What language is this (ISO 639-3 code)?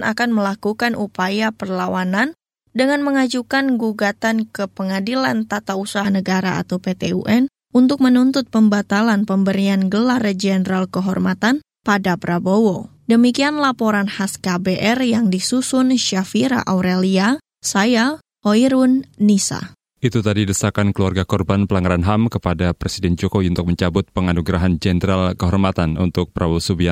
ind